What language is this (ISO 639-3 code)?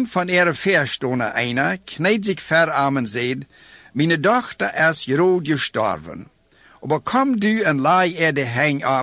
pdt